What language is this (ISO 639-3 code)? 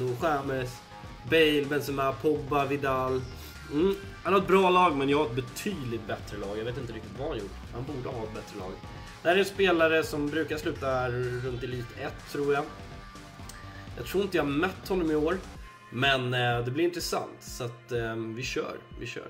swe